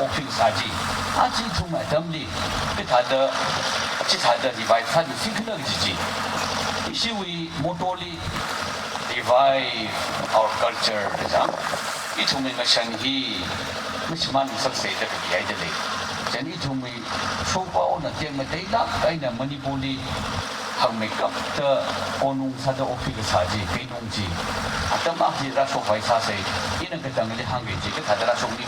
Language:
Tangkhul Naga (India)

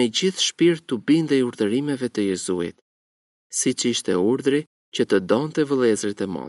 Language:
Albanian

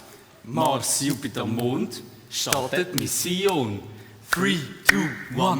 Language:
Swiss German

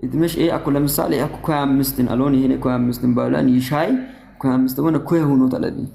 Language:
Amharic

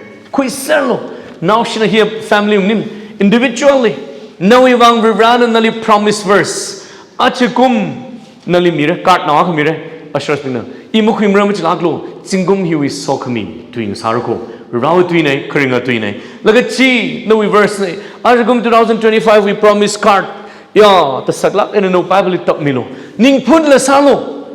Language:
Tangkhul Naga (India)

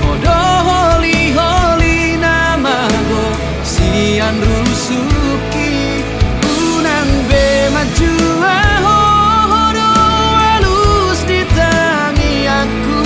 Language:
Batak Toba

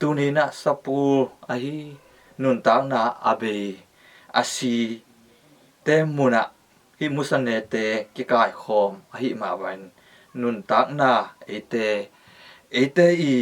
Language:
Tedim Chin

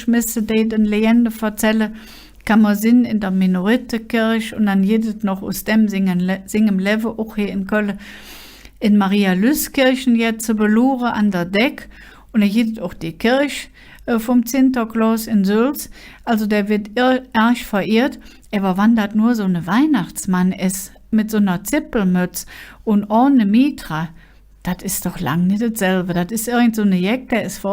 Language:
Colognian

